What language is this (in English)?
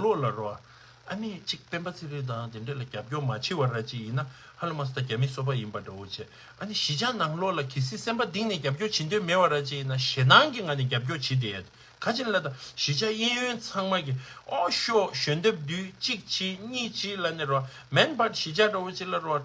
Tibetan